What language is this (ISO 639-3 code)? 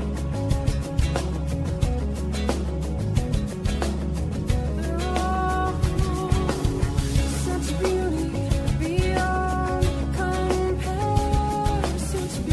est